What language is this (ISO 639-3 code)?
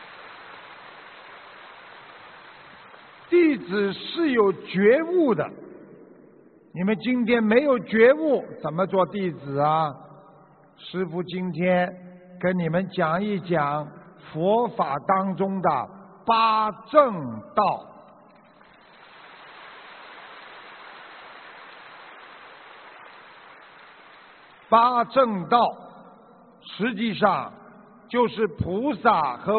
zho